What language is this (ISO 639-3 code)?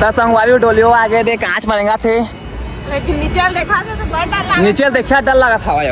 hne